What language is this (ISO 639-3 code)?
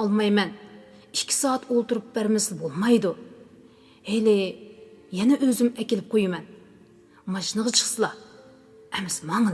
uig